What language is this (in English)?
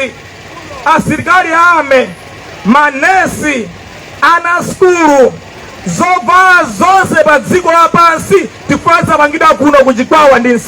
Nyanja